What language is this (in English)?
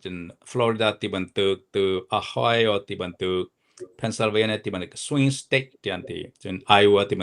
Hakha Chin